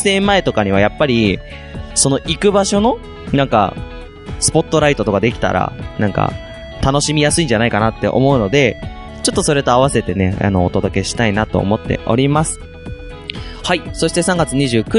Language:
Japanese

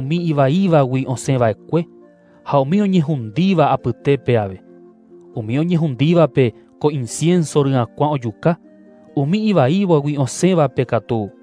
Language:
Guarani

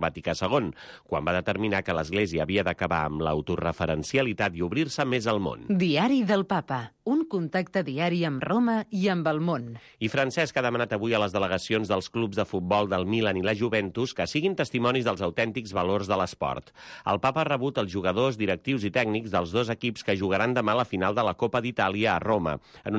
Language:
Catalan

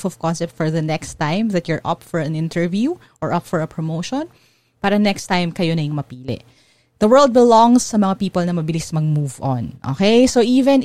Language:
Filipino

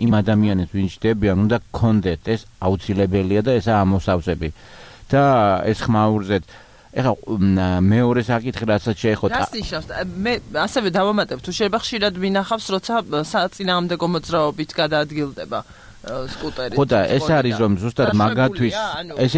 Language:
Georgian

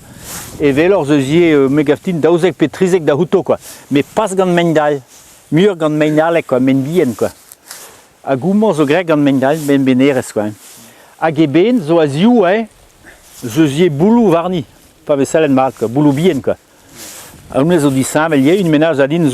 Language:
Breton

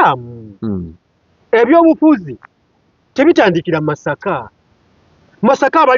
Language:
Ganda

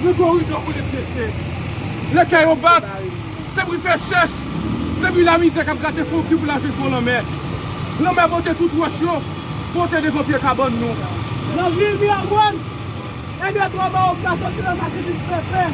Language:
Haitian Creole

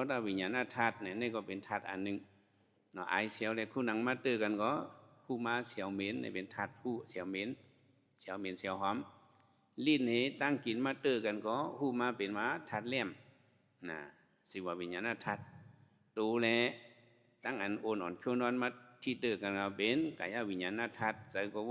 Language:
Shan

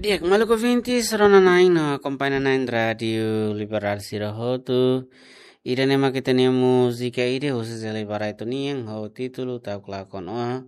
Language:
Tetum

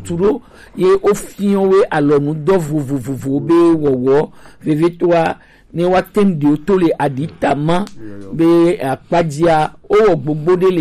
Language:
Gen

